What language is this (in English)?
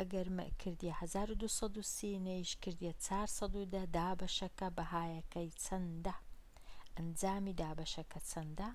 Central Kurdish